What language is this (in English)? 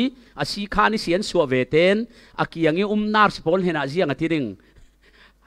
Falam Chin